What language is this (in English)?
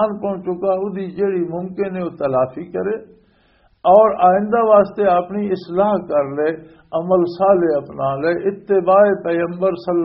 Western Panjabi